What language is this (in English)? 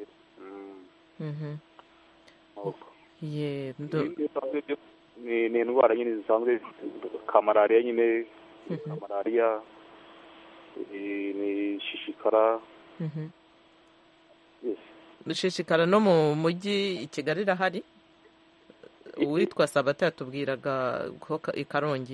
Kinyarwanda